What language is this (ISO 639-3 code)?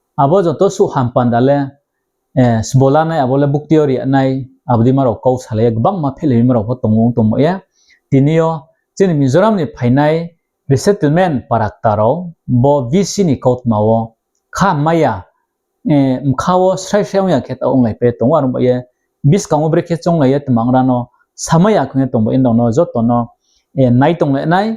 ria